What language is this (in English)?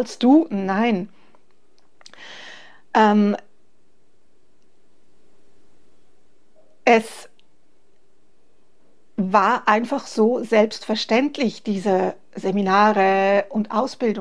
German